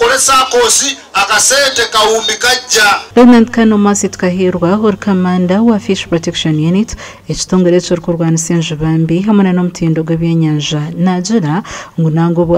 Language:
Nyankole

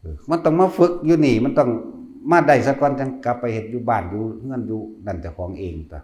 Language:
Northeastern Thai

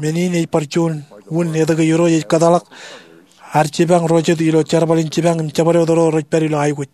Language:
Marshallese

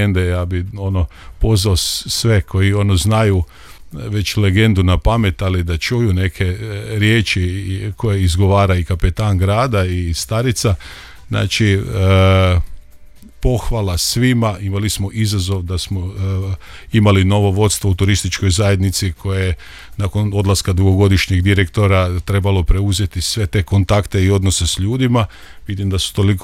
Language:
Croatian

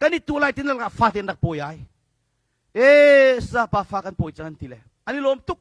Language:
Hakha Chin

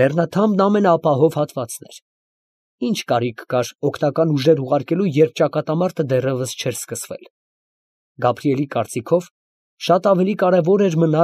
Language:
Armenian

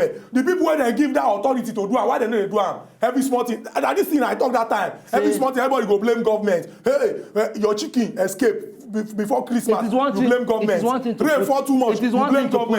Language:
Nigerian Pidgin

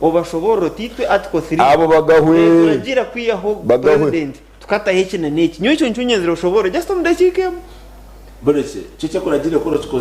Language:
Nyankole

